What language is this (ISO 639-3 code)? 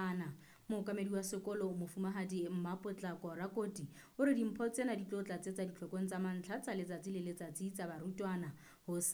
sot